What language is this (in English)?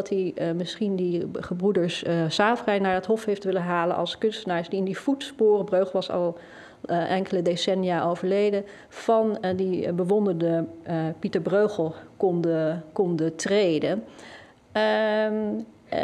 Dutch